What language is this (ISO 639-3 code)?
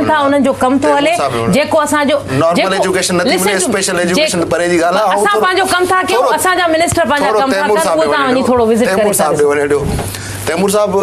snd